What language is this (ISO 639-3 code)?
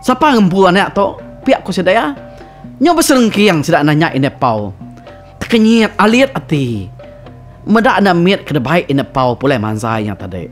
iba